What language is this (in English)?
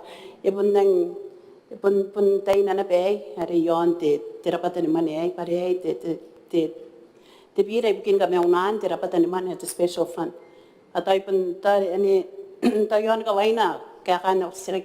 Gilbertese